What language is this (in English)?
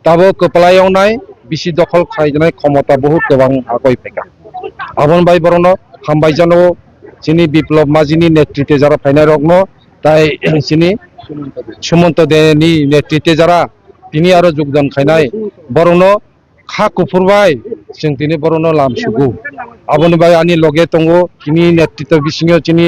Kok Borok